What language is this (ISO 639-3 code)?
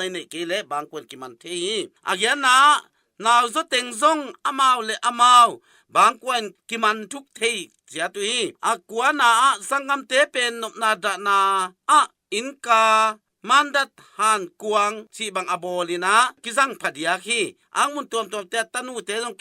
ctd